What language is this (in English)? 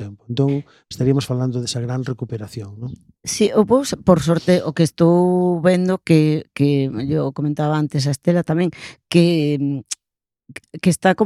Galician